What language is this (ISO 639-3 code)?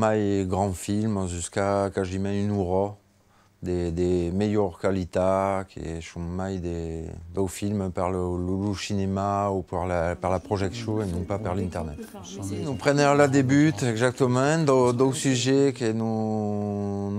oci